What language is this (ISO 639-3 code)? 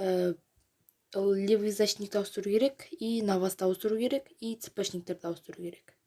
kaz